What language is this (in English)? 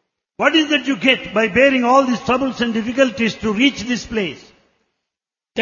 Telugu